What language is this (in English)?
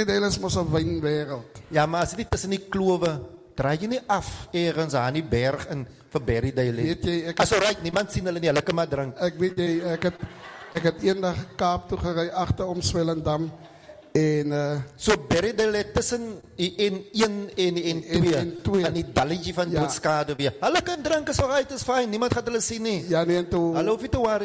Afrikaans